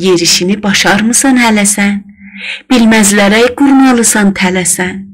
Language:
South Azerbaijani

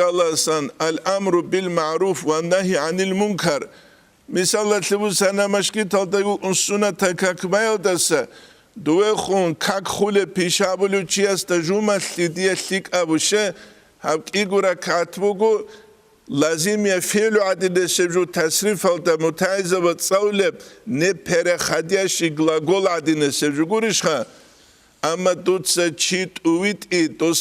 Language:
Avaric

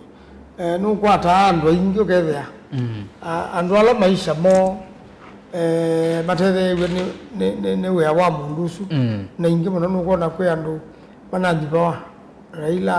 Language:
Kamba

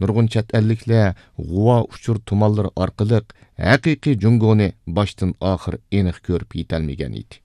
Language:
Uyghur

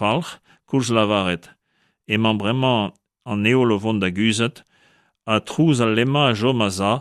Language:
Breton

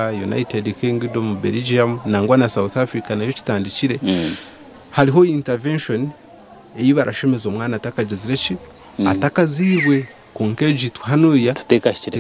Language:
Nyankole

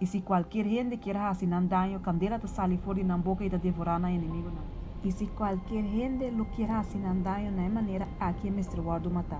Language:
Papiamento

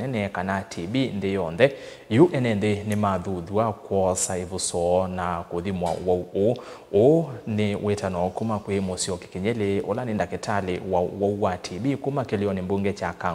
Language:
Kamba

